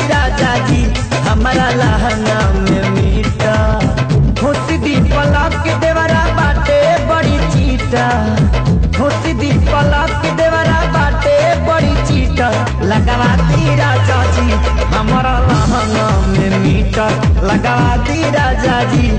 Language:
Bhojpuri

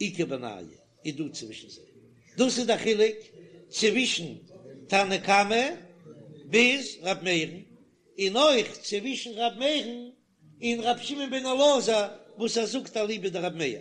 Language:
Yiddish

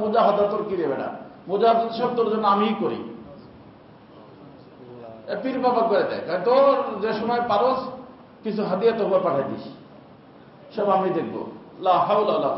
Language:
Bangla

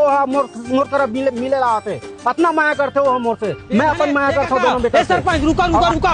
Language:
Chhattisgarhi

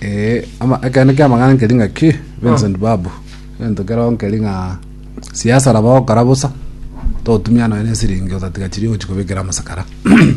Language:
Gusii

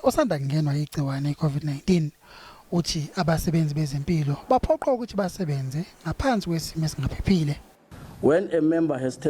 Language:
Zulu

